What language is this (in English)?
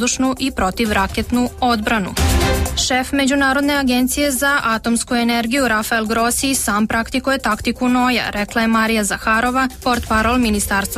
Serbian